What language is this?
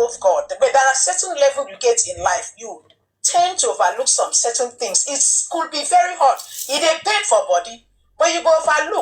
Nigerian Pidgin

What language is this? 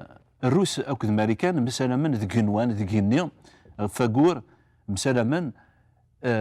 Kabyle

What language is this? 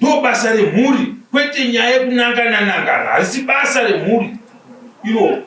Shona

